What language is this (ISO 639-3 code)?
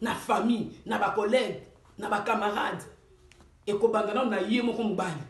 lin